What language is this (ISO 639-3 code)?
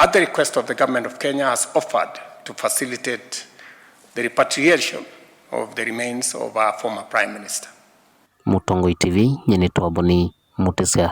kam